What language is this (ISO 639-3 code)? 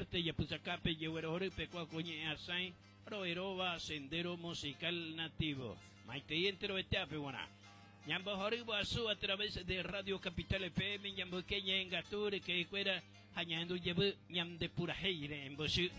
grn